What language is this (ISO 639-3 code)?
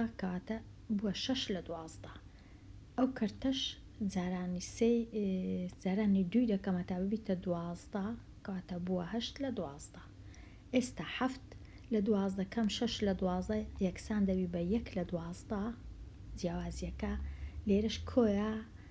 ckb